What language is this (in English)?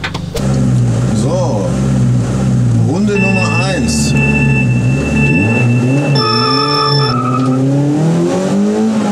German